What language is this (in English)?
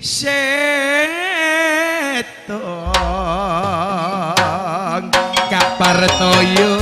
Madurese